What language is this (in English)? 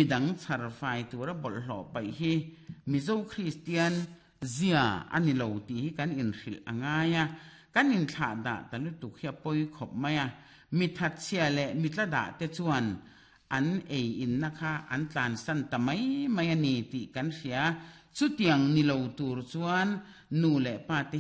Mizo